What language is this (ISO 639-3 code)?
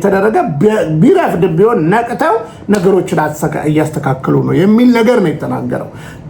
amh